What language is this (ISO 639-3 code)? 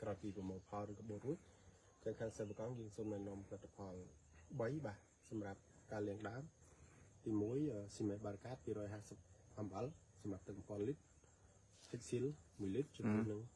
khm